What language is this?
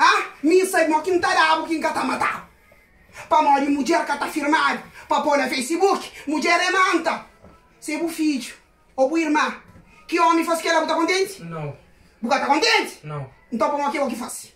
Kabuverdianu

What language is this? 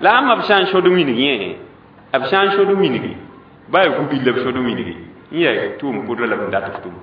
Mossi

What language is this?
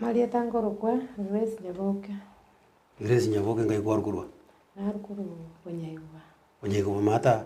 Gusii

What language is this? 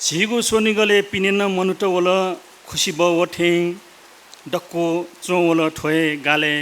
Newari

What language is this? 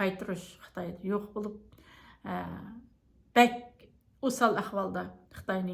Uyghur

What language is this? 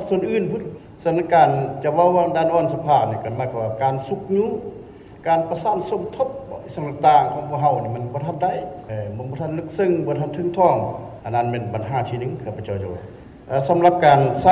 Lao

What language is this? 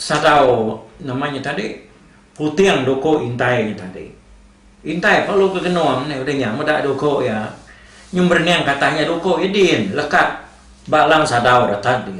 Iban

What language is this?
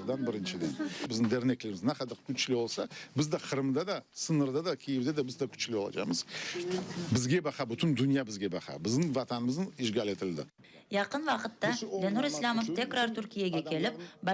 Crimean Tatar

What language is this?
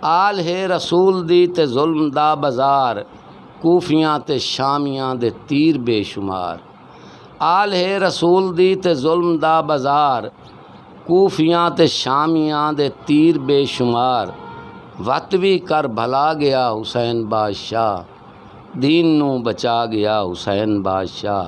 Saraiki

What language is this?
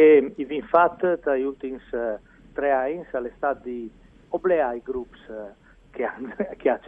Friulian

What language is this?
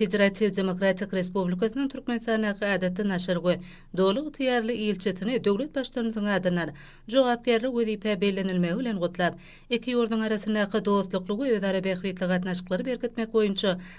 Turkmen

